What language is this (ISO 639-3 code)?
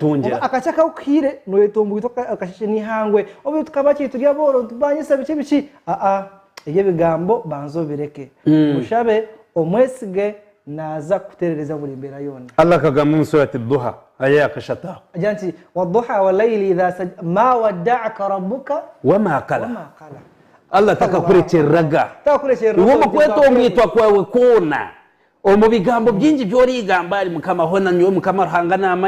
nyn